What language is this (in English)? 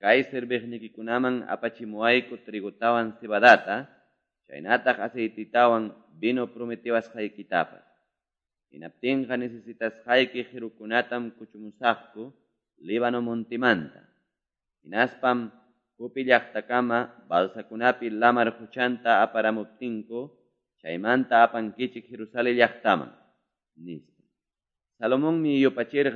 Quechua